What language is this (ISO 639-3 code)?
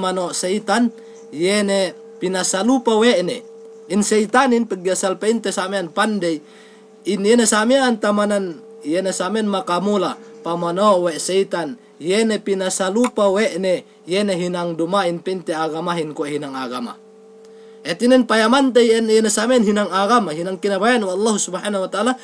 yka